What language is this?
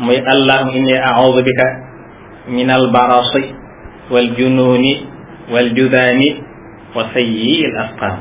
Wolof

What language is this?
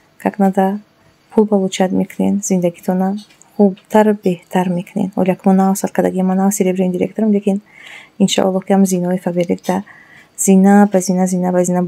Tajik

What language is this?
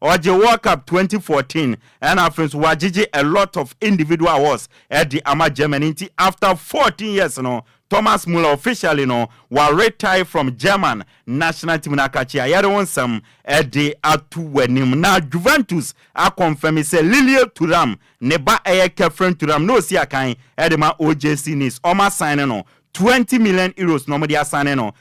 Akan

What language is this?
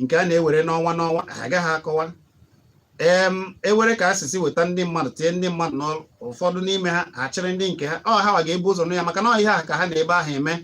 Igbo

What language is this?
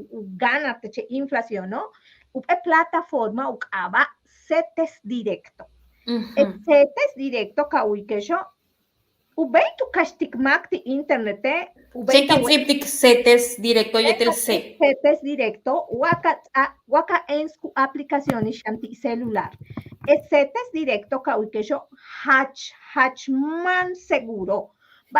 Yucateco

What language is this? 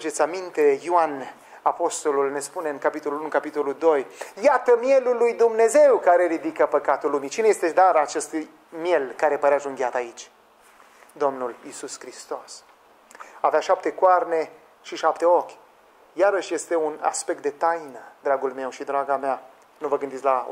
Romanian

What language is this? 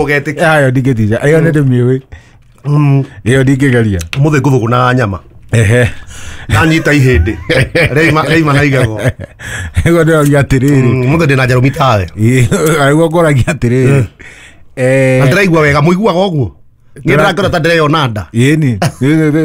Kikuyu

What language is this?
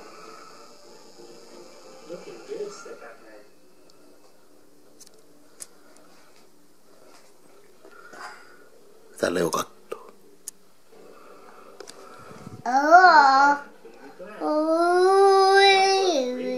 Finnish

